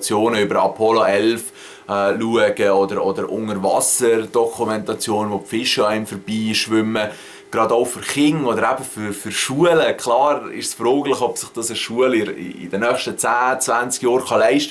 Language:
Swiss German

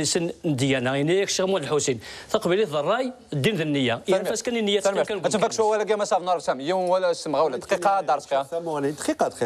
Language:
Kabyle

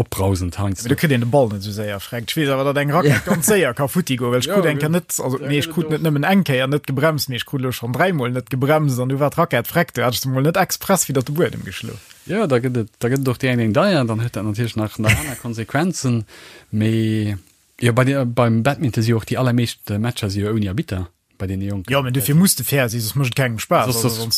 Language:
Luxembourgish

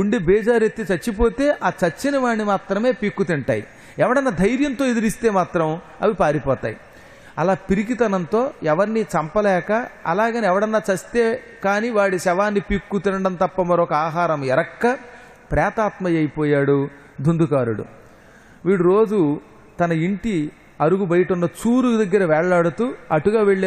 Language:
Telugu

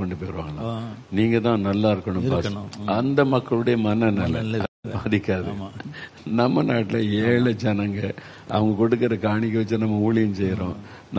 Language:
Tamil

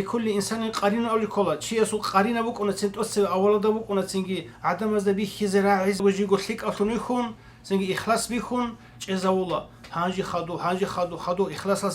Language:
Avaric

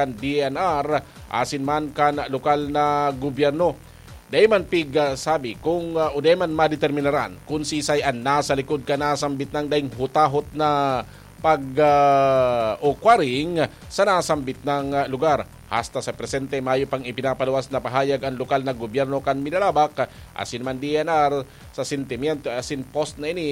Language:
Bikol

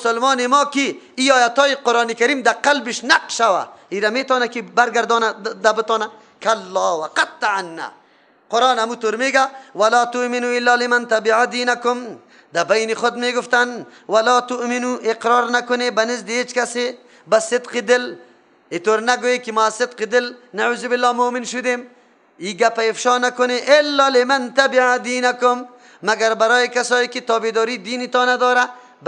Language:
Persian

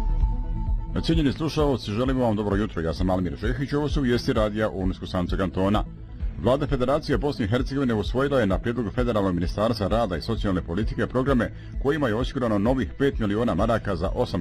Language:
Bosnian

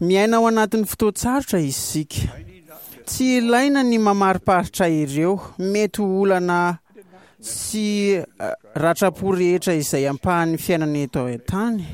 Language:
Malagasy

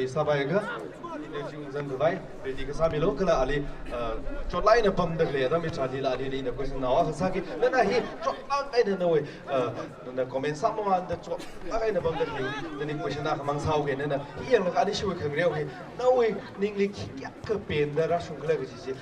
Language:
Tangkhul Naga (India)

